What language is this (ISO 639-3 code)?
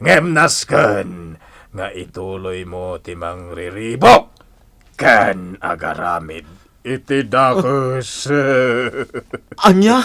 ilo